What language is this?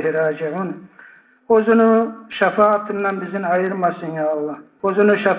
Kumyk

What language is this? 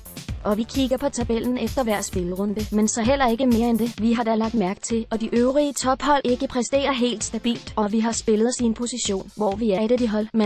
Danish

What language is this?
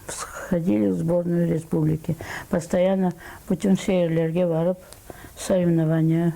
Crimean Tatar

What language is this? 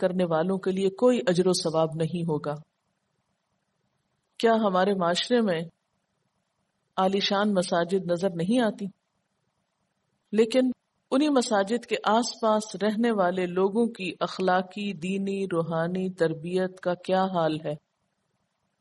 Urdu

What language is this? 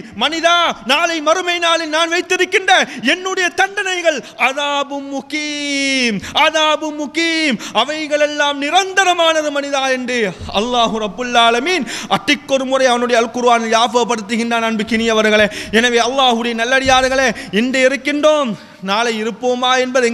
Tamil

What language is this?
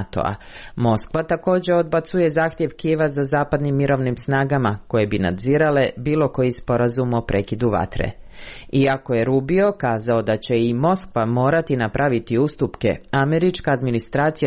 Croatian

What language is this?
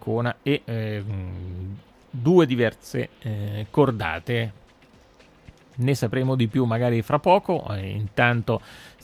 Italian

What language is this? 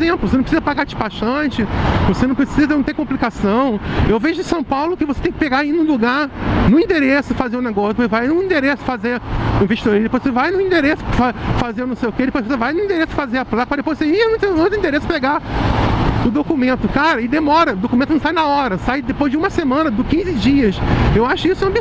Portuguese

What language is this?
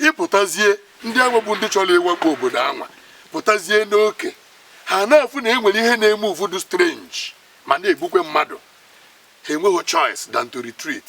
Igbo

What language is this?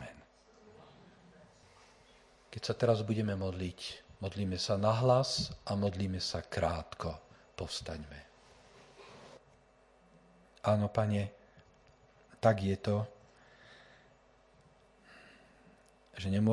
Slovak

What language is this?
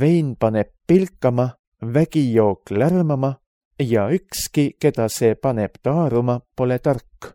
Estonian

